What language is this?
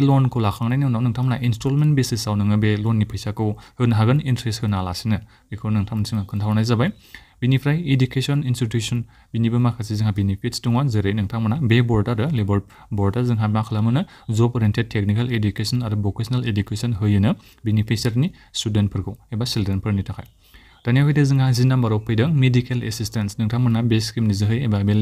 Bodo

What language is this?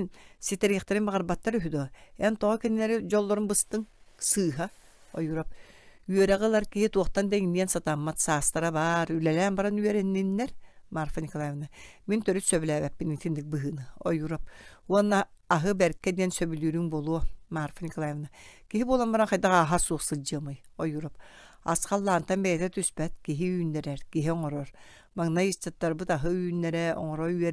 Yakut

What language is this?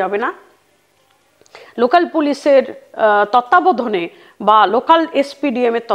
Bangla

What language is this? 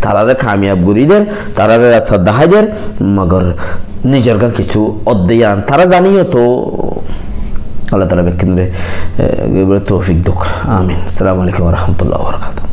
Rohingya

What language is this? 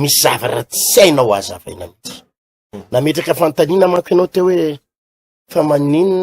Malagasy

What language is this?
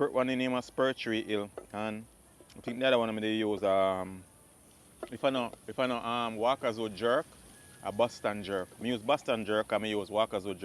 Jamaican Creole English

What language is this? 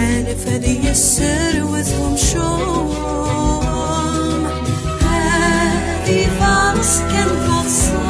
Kabyle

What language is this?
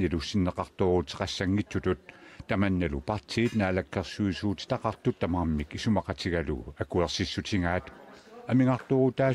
Kalaallisut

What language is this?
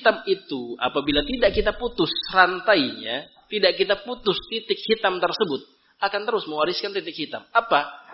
Indonesian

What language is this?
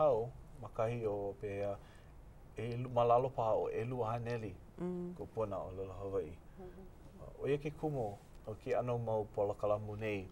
Hawaiian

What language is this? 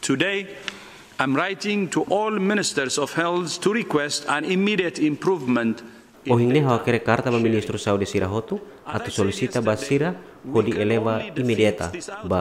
Tetum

